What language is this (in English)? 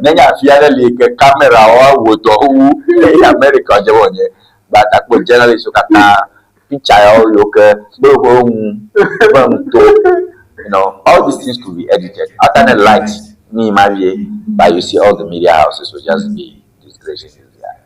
Ewe